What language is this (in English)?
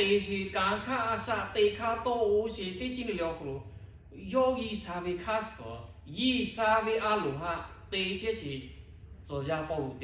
Lahu